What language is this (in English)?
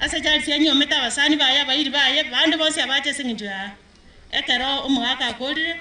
Gusii